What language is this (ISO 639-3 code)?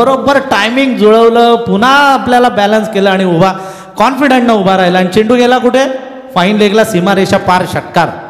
mar